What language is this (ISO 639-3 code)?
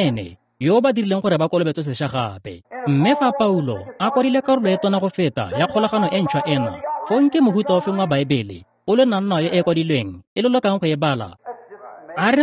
tsn